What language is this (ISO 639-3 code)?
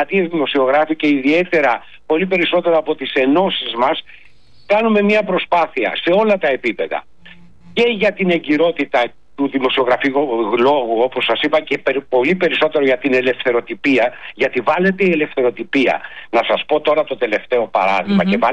ell